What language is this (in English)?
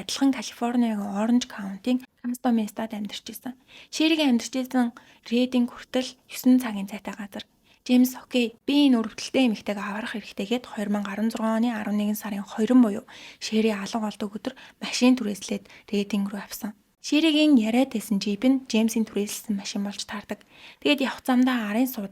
Mongolian